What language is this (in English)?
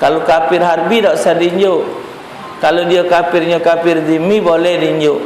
Musi